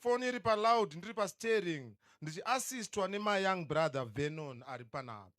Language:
Shona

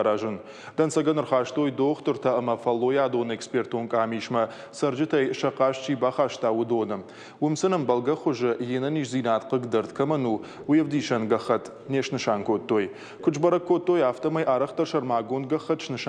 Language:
Ossetic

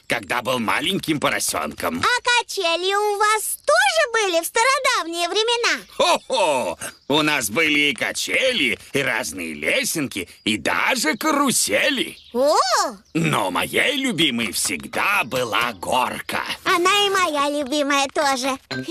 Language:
Russian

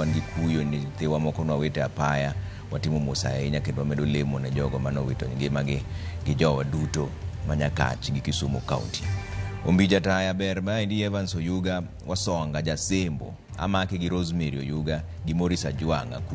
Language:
Luo (Kenya and Tanzania)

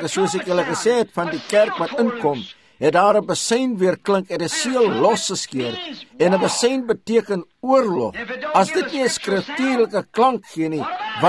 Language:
Afrikaans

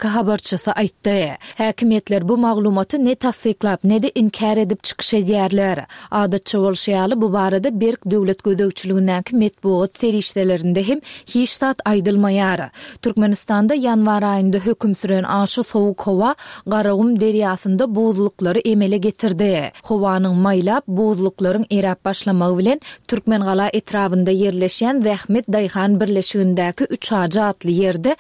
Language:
Turkmen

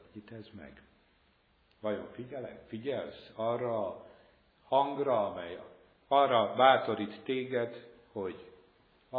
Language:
Hungarian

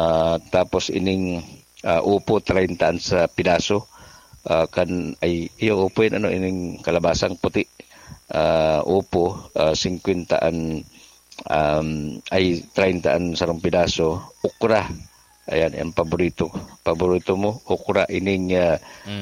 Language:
Bikol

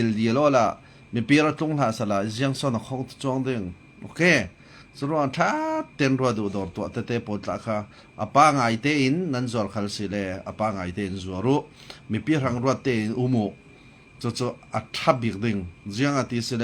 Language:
Falam Chin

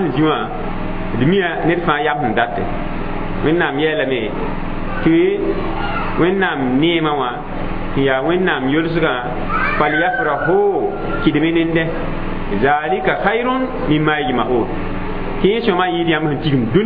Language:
Mossi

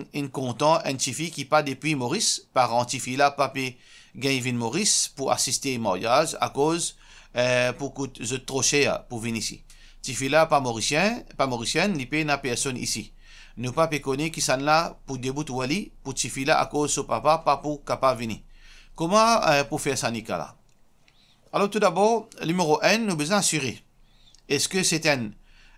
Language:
Morisyen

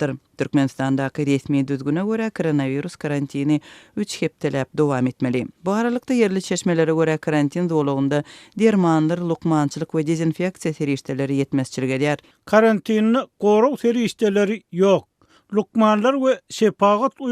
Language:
Turkmen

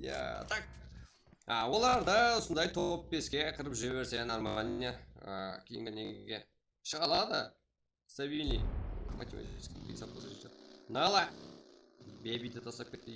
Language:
Kara-Kalpak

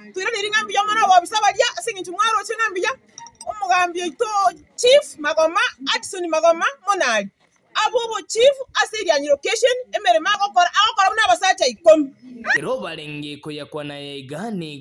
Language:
Gusii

